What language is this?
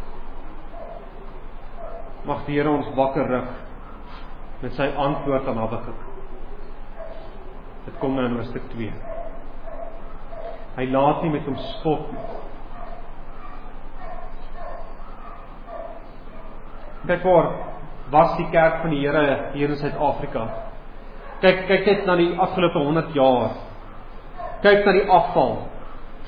Afrikaans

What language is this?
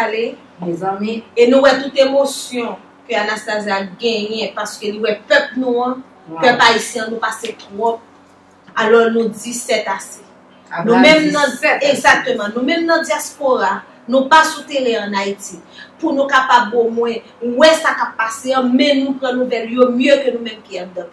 Haitian Creole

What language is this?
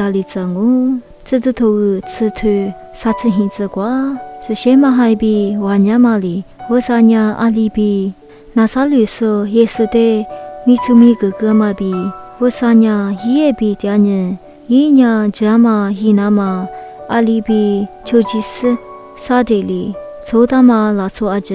Lisu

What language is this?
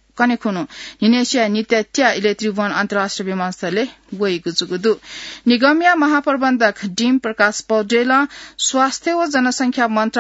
Newari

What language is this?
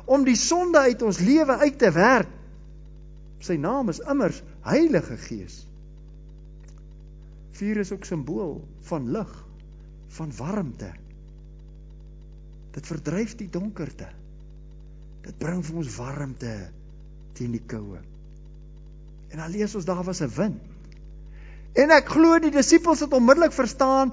Afrikaans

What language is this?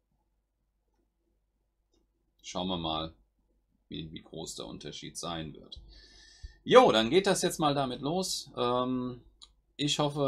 German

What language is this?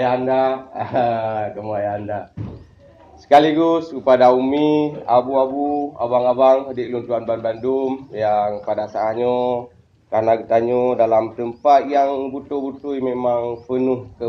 Achinese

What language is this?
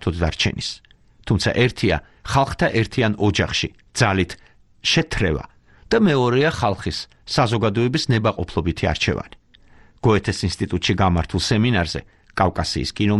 Georgian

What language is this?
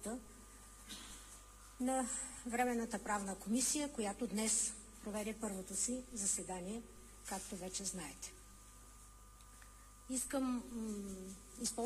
Bulgarian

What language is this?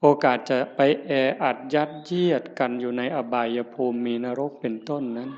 Northeastern Thai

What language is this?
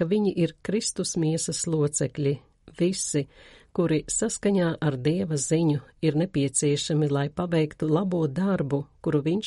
Latvian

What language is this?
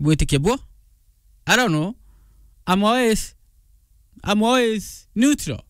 Meru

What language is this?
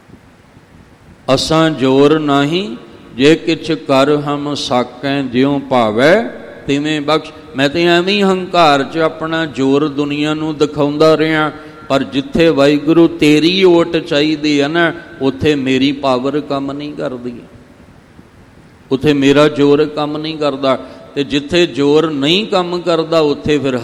Punjabi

